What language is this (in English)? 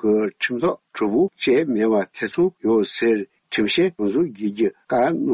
Tibetan